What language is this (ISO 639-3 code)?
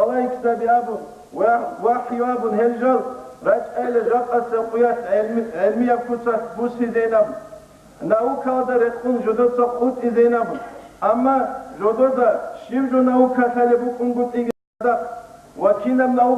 ava